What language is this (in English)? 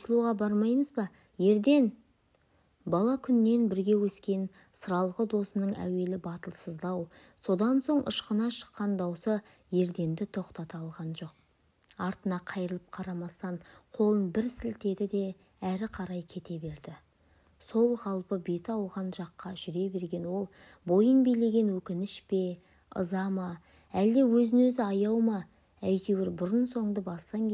Kazakh